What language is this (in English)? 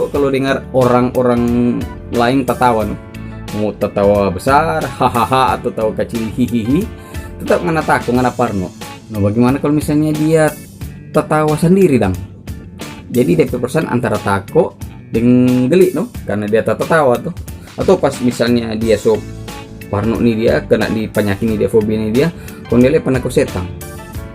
Manado Malay